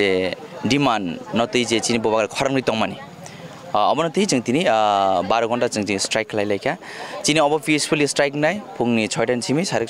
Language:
Kok Borok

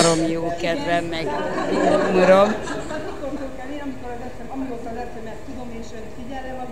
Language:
Hungarian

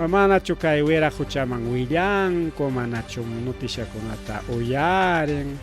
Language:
Ayacucho Quechua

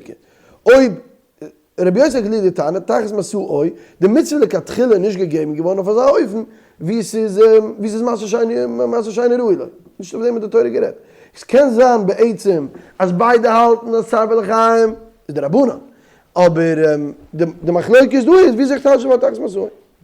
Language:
Yiddish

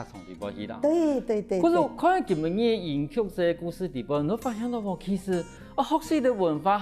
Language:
Hakka Chinese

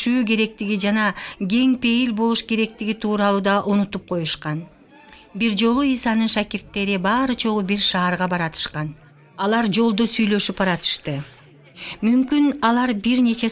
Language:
Kyrgyz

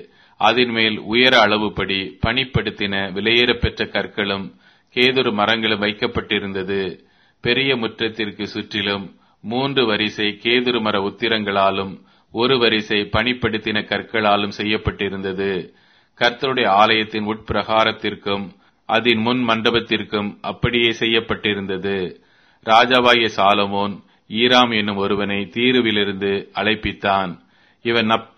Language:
Tamil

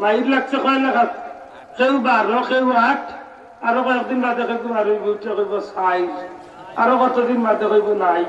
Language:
Sylheti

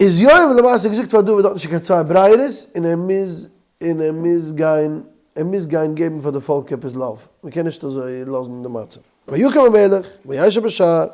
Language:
Yiddish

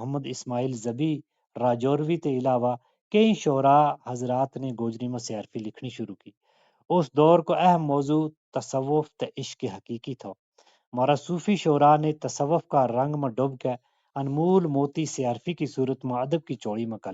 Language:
Gujari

